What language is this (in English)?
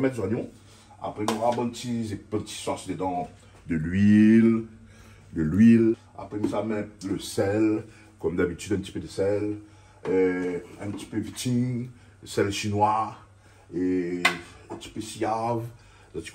Réunion Creole French